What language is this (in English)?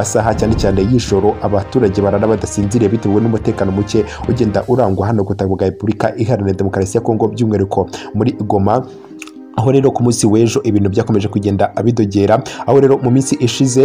Kinyarwanda